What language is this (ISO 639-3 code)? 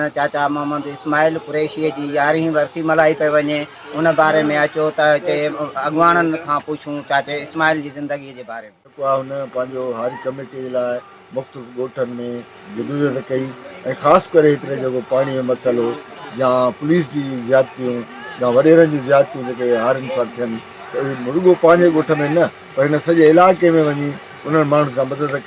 snd